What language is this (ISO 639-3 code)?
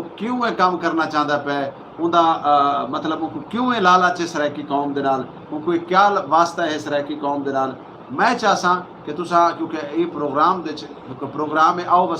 skr